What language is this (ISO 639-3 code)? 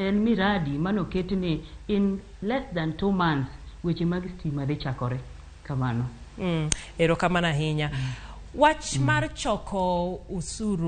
luo